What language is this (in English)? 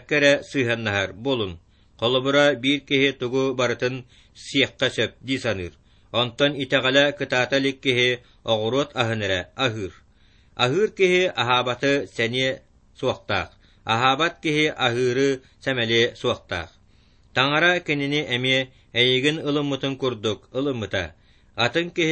Yakut